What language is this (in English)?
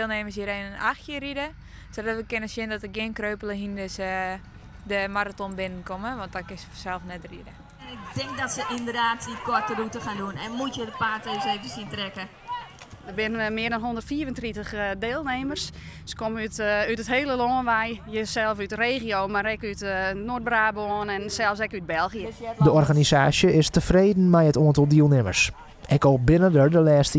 Western Frisian